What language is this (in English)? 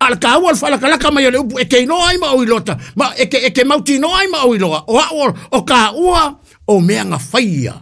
Samoan